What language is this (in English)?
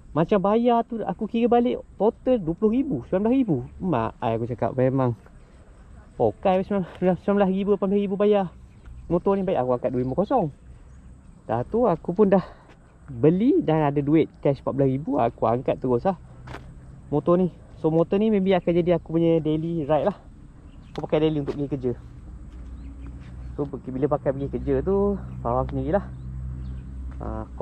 Malay